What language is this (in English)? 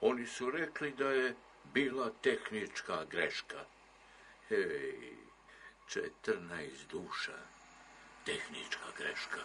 Serbian